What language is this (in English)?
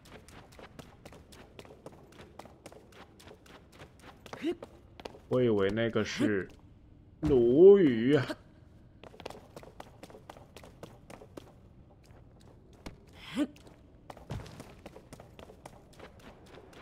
Chinese